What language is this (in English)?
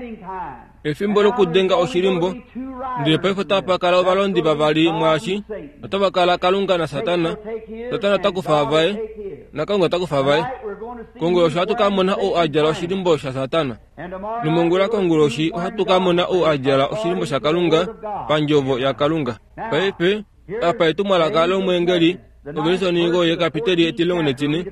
Kuanyama